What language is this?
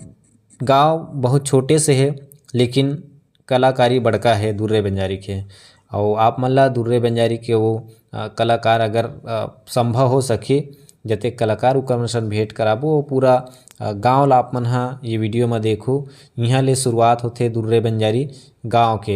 Chhattisgarhi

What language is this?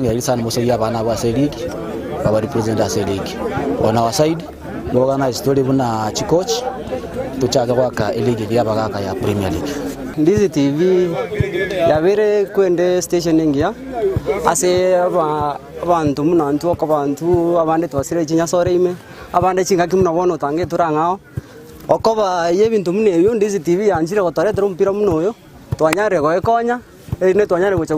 Gusii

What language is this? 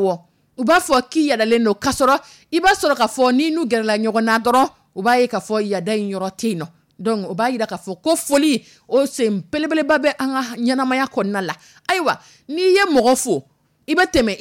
Dyula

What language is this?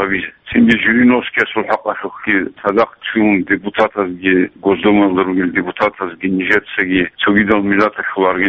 Avaric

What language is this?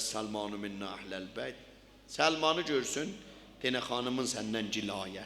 South Azerbaijani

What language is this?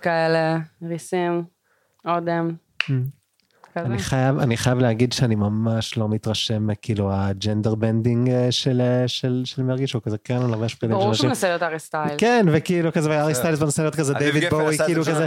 Hebrew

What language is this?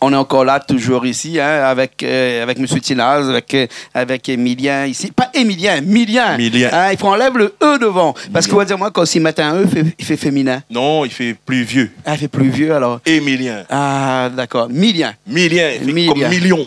Réunion Creole French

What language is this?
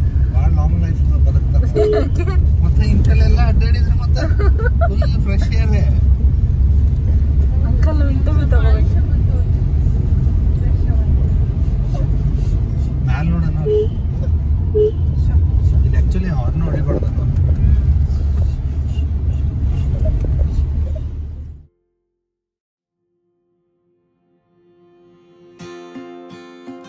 Kannada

